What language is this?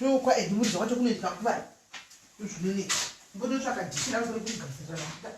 Shona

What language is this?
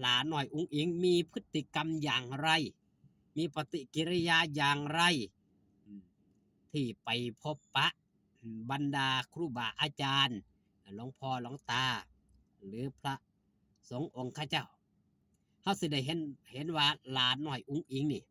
Northeastern Thai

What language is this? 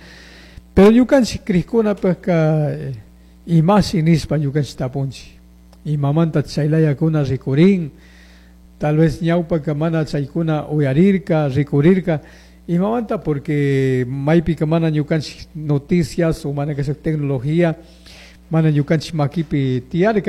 Chimborazo Highland Quichua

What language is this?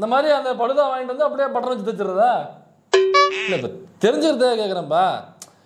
Tamil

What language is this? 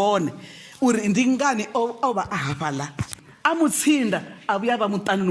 Venda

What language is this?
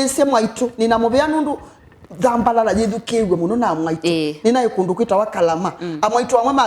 Kamba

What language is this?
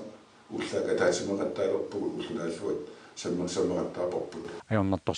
Kalaallisut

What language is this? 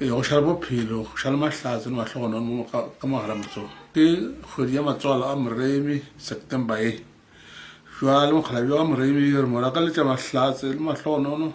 Northern Sotho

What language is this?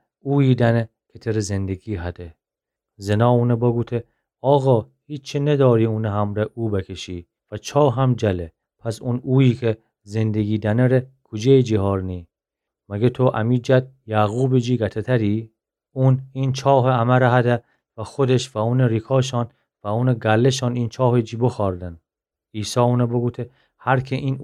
Gilaki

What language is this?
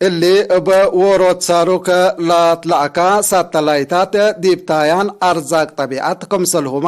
Tigre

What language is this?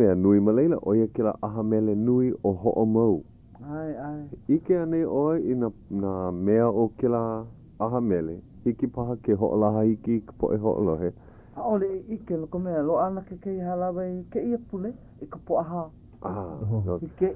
Hawaiian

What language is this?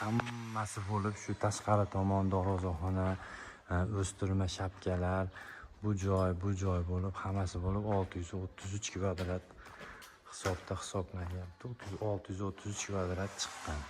Uzbek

